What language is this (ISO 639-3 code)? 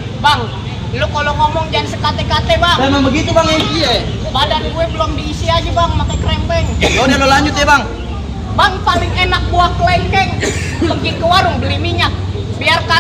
bew